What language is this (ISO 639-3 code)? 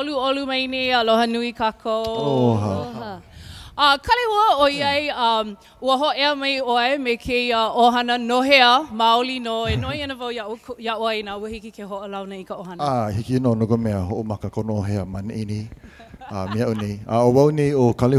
haw